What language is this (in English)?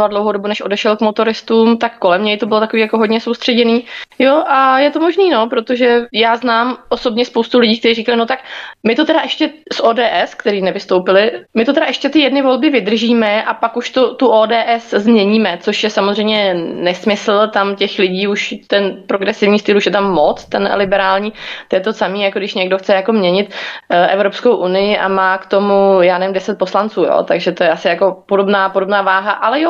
Czech